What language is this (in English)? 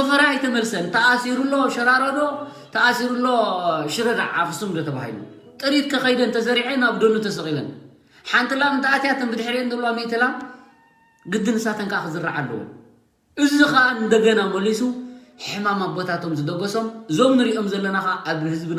Tigrinya